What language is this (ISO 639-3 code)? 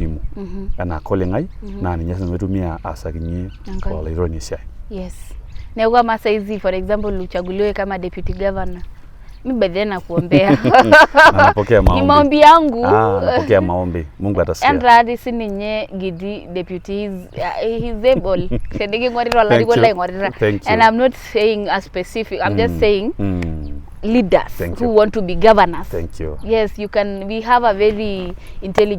mas